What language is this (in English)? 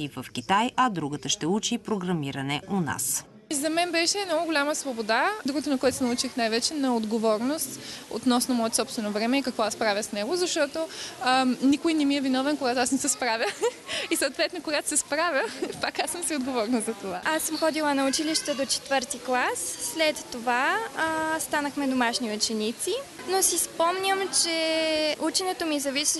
Bulgarian